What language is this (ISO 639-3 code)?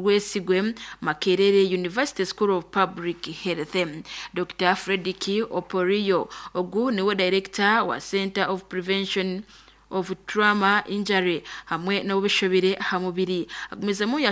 nyo